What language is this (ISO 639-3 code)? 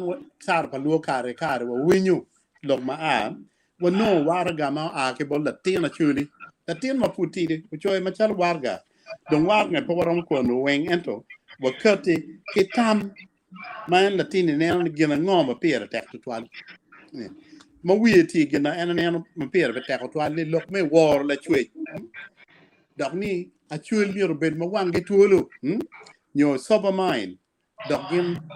ach